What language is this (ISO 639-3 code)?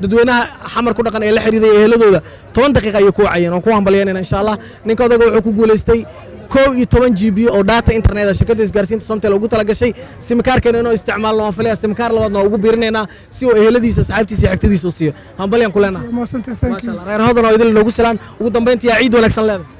som